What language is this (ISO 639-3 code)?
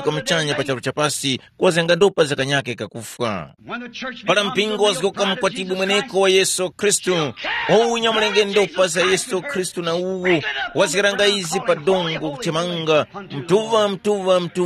tum